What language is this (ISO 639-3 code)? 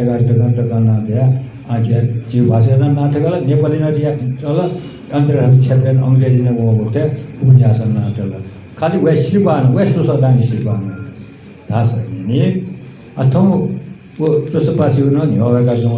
new